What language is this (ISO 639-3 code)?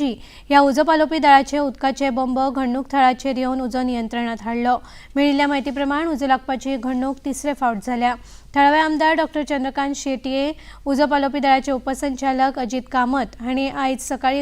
kok